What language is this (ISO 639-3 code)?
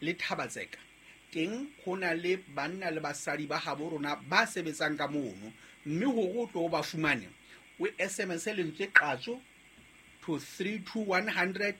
sot